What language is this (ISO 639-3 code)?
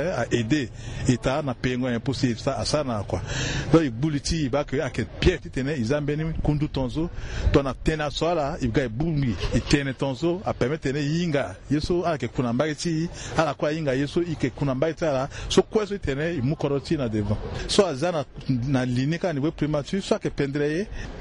sag